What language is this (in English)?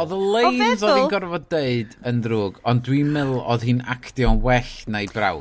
Welsh